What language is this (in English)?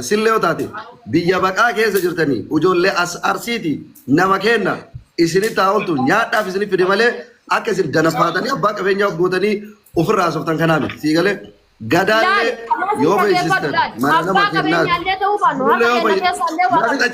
Oromo